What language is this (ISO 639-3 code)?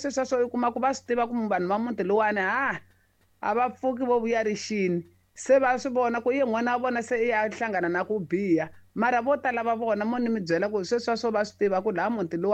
tso